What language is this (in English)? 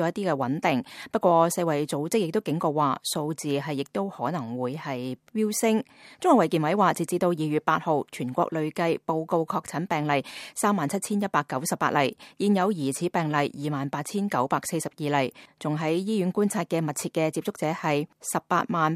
Cantonese